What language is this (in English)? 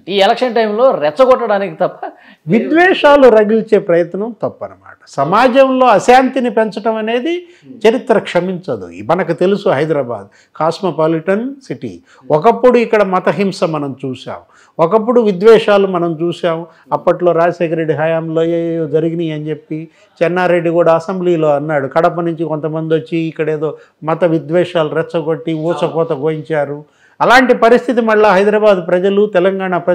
Telugu